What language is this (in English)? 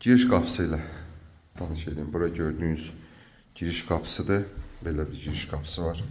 Azerbaijani